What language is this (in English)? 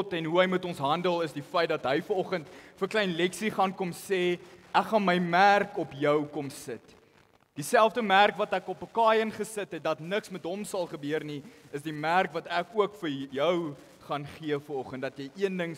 Afrikaans